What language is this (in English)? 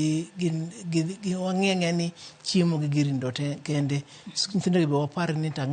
Luo (Kenya and Tanzania)